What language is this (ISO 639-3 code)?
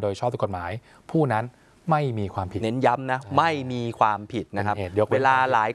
tha